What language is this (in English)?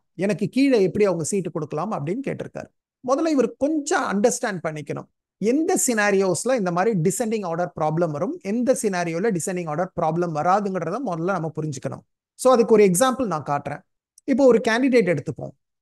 Tamil